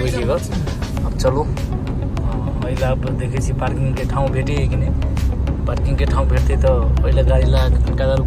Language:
Maithili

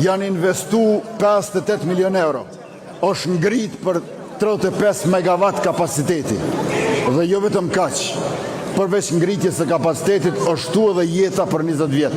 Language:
Albanian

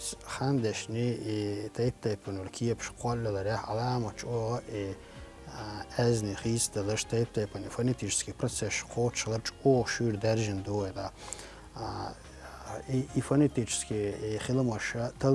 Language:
Chechen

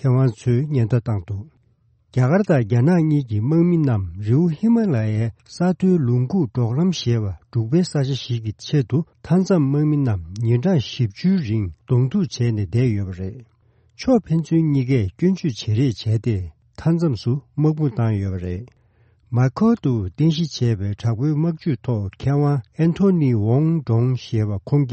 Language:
Tibetan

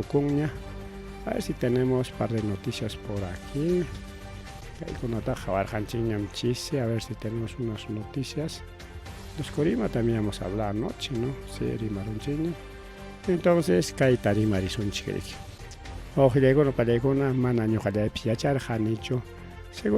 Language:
Ayacucho Quechua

